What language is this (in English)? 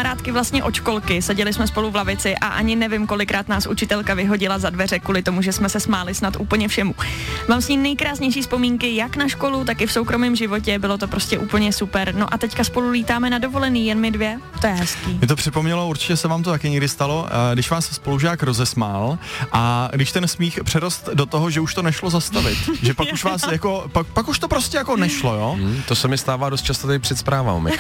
Czech